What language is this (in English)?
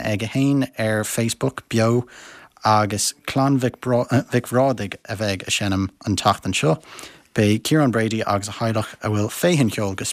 Irish